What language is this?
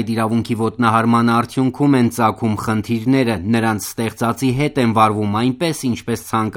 Armenian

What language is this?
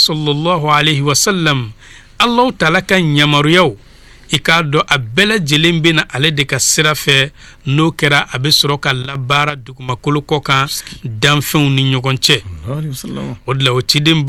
Bambara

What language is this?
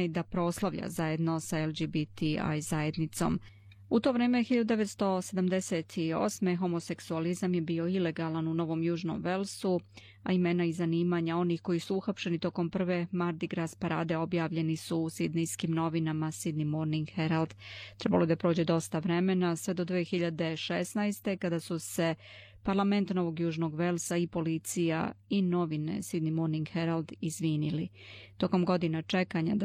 Serbian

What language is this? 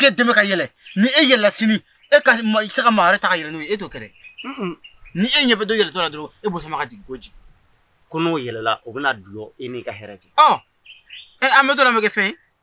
Bambara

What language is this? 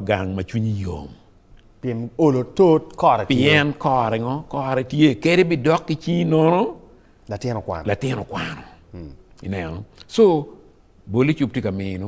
Acoli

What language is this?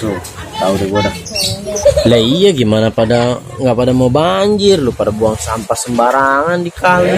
Betawi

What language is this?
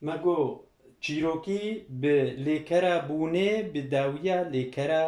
Kurdish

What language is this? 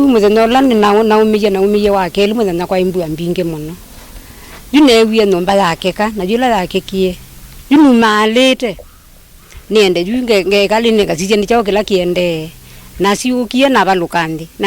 Kamba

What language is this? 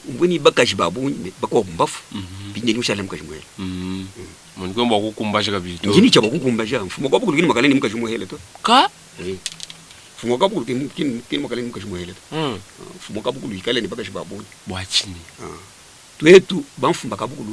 Luba-Lulua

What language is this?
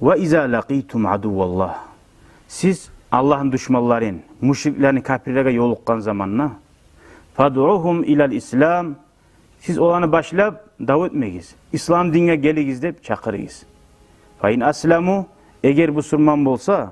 Kumyk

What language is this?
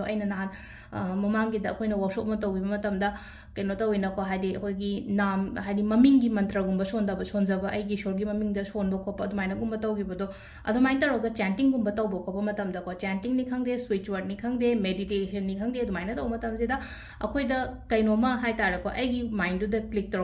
Manipuri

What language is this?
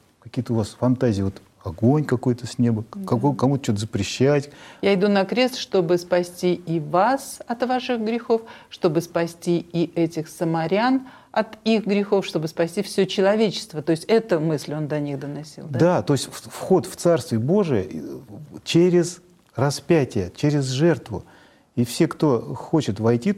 Russian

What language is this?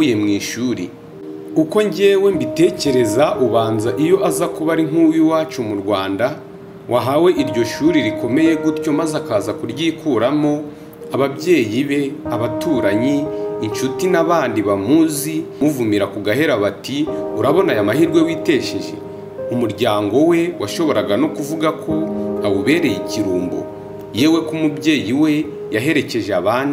Kinyarwanda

